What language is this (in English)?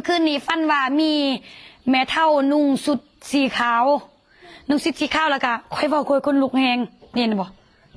Northeastern Thai